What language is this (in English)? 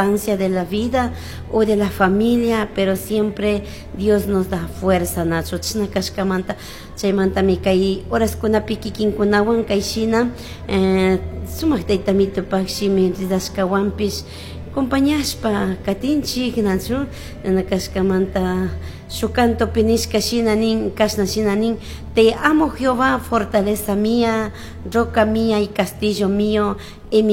Chimborazo Highland Quichua